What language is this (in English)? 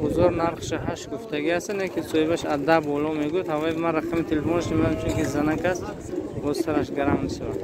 Tajik